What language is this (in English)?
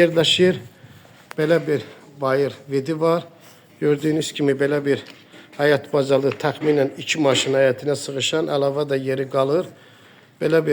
Azerbaijani